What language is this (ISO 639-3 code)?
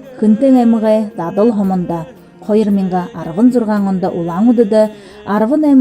bua